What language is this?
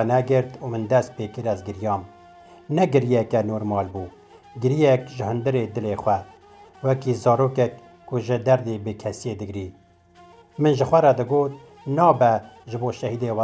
Kurdish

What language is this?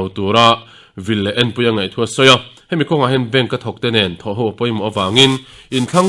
Mizo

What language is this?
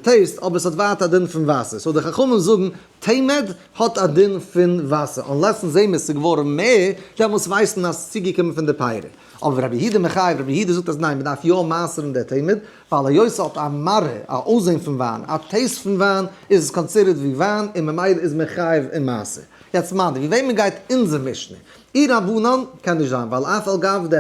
Yiddish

